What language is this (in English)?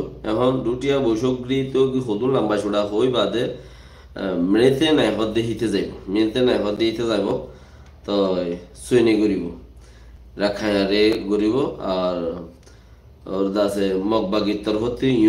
Rohingya